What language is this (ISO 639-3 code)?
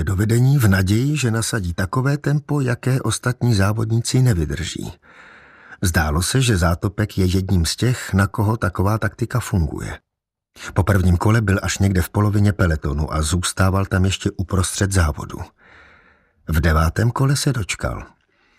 ces